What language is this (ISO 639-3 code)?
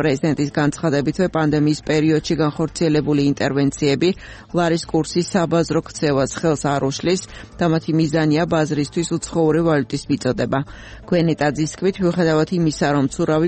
kat